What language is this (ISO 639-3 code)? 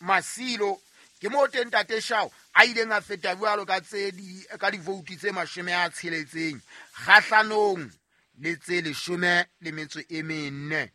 sot